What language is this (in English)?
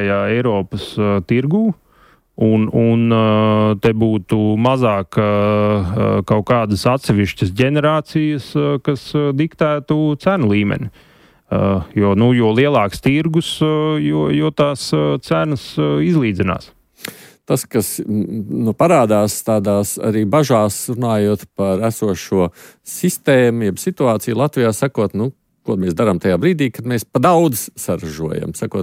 Latvian